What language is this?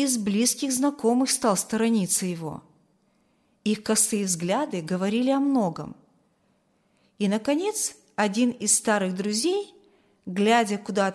Russian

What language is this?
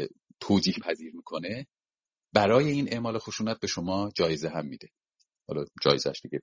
Persian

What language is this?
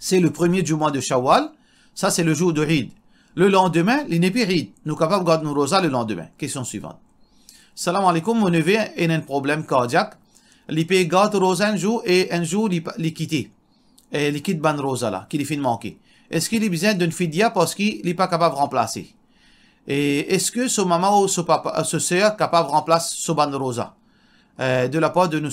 Morisyen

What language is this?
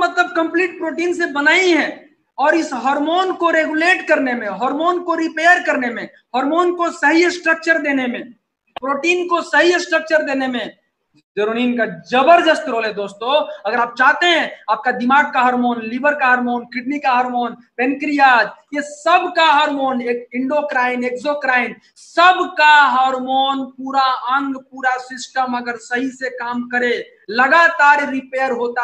Hindi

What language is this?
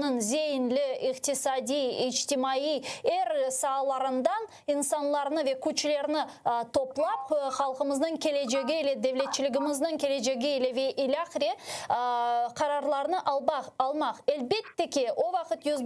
Crimean Tatar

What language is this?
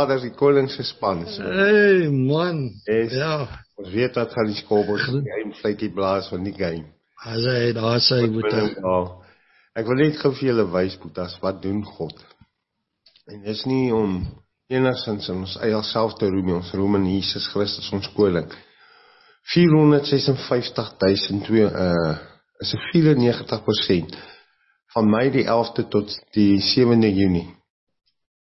Afrikaans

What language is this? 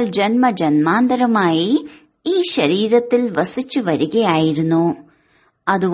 Malayalam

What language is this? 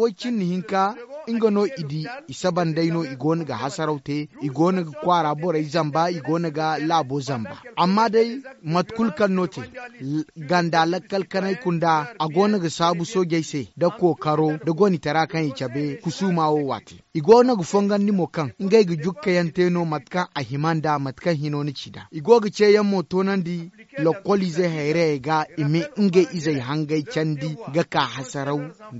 Zarma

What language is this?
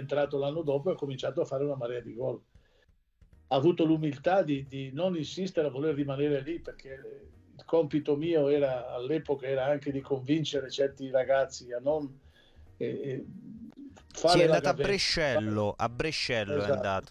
Italian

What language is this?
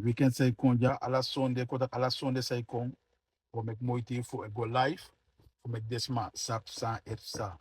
Sranan Tongo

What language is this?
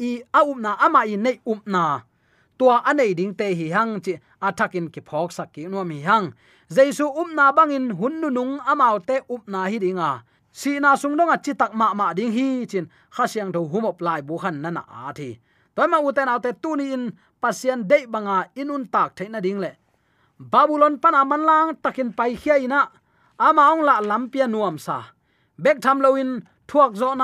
Tedim Chin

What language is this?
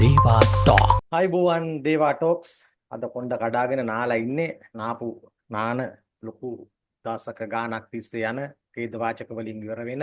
Sinhala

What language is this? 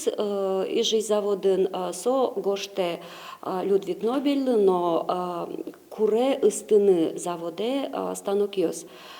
Udmurt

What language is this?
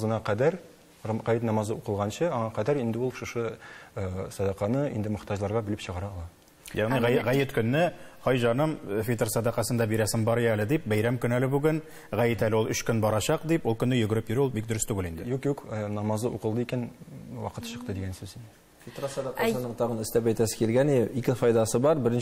Tatar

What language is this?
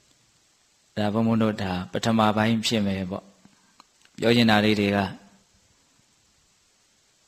Burmese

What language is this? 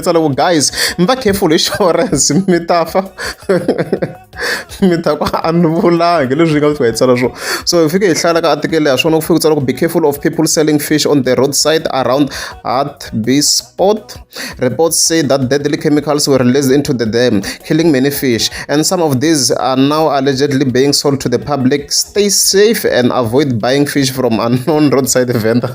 Tsonga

